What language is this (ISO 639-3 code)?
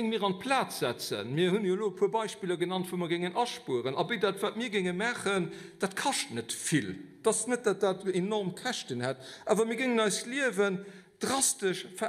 ltz